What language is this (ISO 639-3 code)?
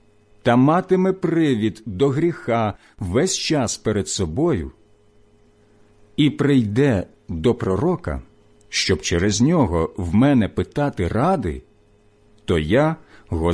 ukr